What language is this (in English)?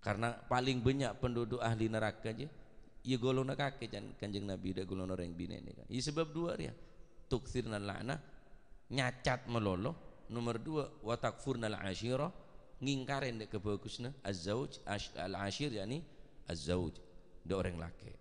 Madurese